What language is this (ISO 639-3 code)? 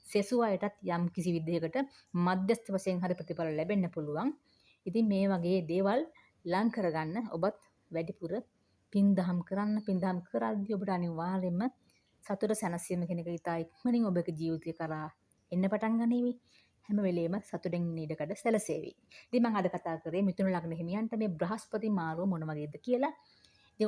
sin